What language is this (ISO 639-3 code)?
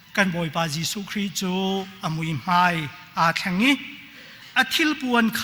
cnh